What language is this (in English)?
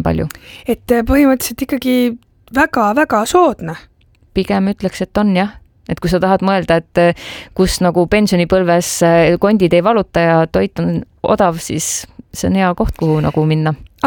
Estonian